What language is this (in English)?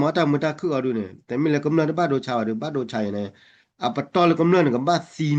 S'gaw Karen